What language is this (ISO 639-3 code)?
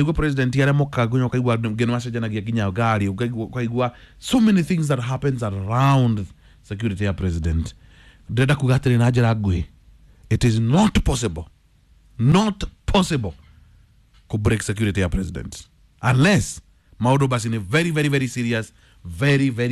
kik